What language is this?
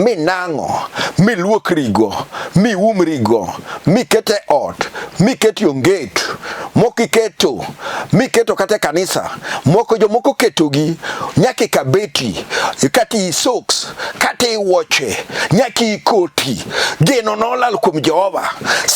Luo (Kenya and Tanzania)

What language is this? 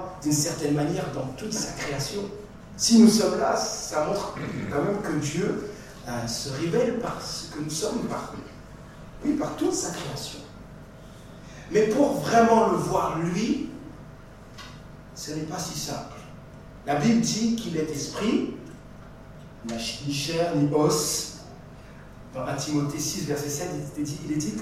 French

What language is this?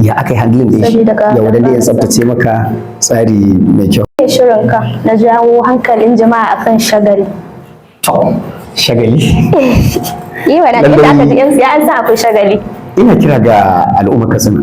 Hausa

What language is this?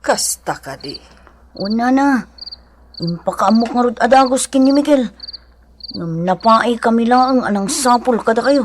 Iloko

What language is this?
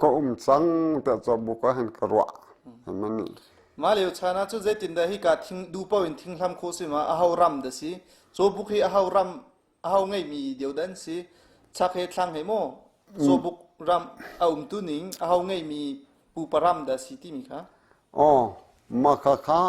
Hakha Chin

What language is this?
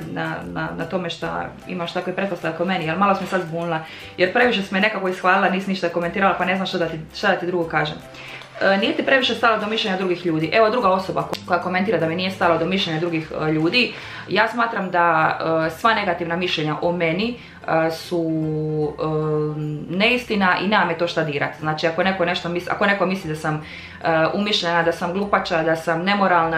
Croatian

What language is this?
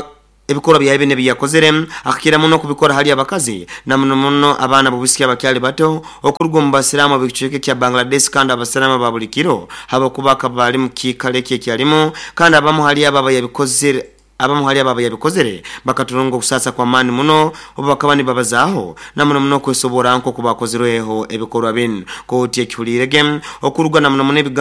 Nyoro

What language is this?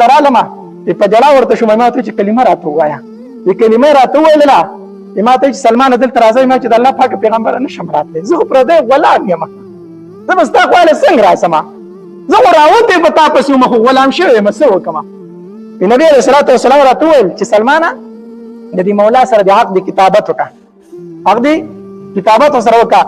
Pashto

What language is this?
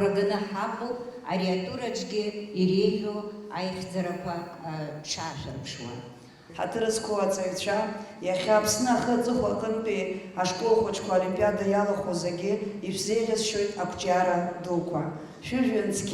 Abkhazian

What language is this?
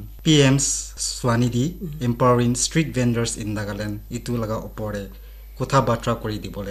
Naga Pidgin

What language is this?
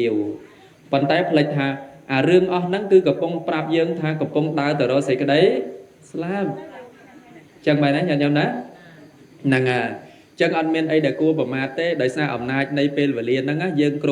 Khmer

